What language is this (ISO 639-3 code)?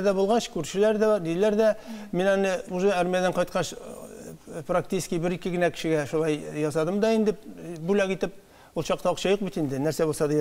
tat